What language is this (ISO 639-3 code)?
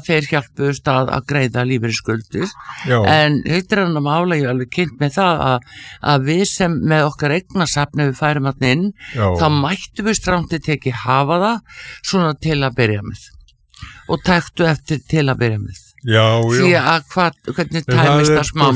isl